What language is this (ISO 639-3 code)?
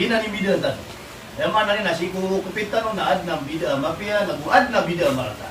mrw